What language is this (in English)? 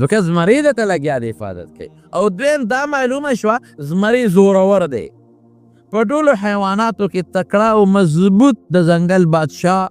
Pashto